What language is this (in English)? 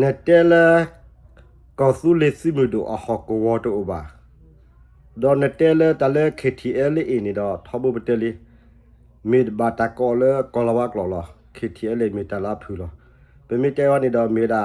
S'gaw Karen